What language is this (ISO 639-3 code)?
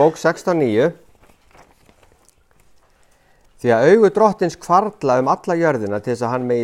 isl